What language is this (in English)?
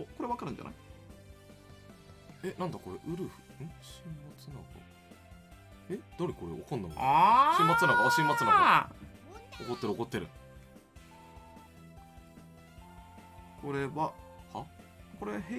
Japanese